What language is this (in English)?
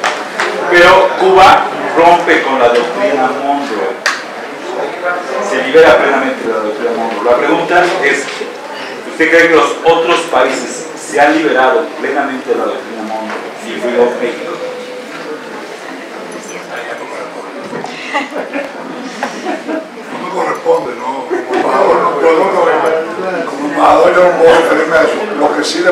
Spanish